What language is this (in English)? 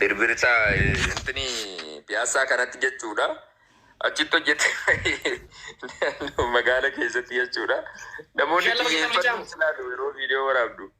Oromo